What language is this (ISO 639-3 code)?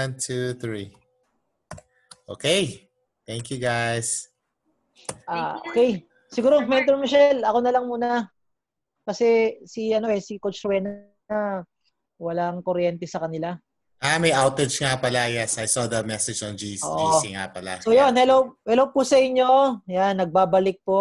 fil